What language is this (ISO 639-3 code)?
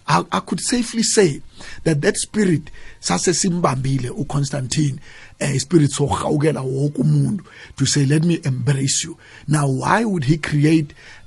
nbl